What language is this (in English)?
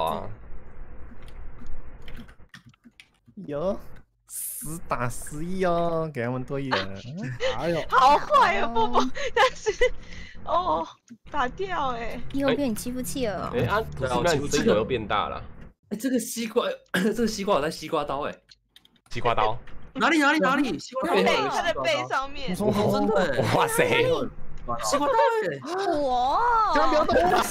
Chinese